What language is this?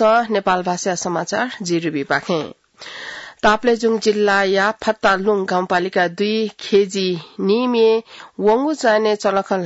Newari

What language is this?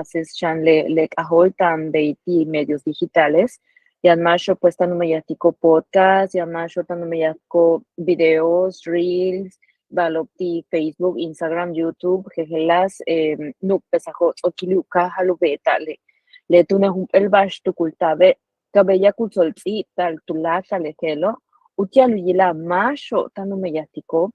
Yucateco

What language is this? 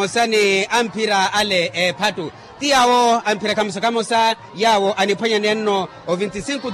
Makhuwa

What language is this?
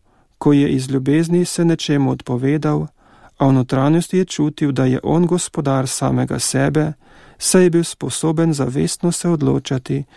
Slovenian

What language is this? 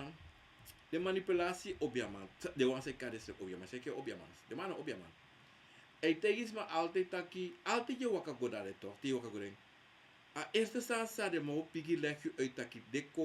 Sranan Tongo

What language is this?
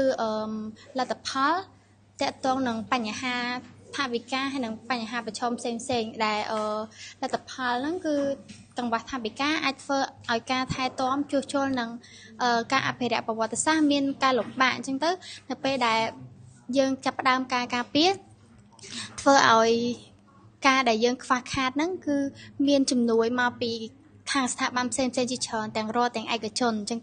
Khmer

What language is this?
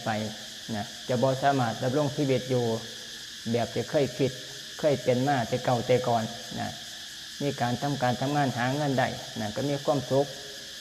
Lao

